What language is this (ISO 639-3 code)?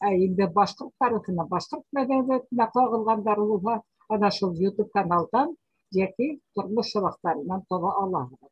bak